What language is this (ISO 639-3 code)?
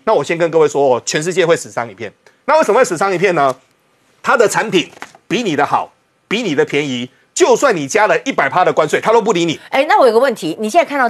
zho